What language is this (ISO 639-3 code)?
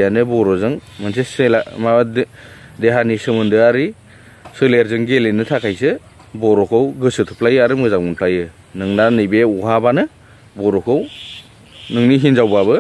brx